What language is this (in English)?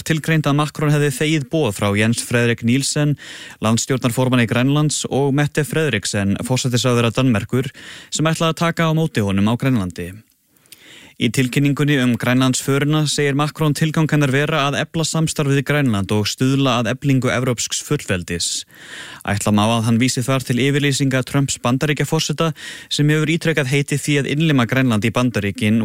Icelandic